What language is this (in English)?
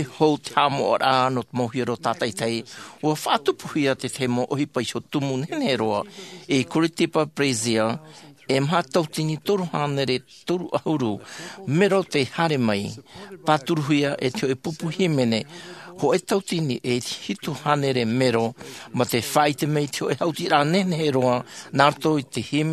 Tahitian